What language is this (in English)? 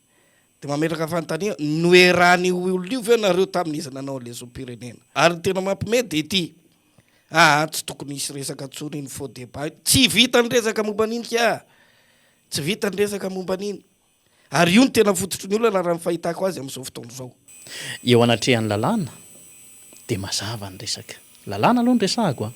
Malagasy